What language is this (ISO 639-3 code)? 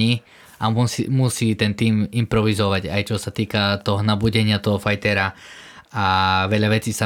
slk